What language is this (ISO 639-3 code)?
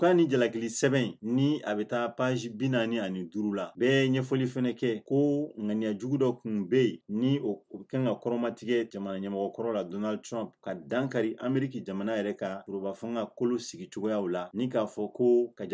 bam